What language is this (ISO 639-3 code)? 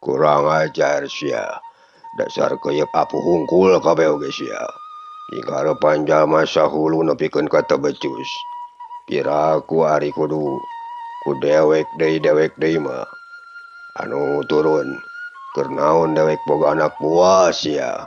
sun